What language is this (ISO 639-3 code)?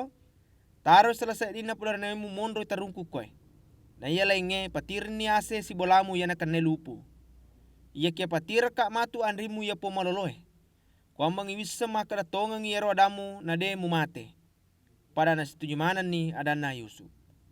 bug